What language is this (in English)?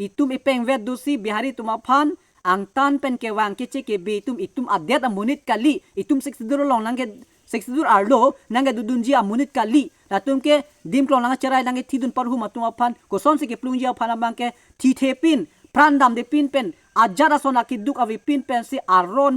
Karbi